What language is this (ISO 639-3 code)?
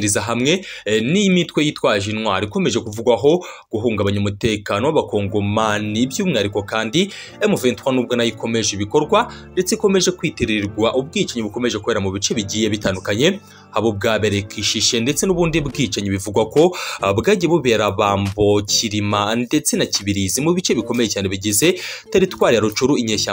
kin